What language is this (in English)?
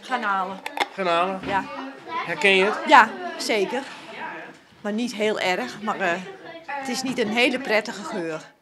Western Frisian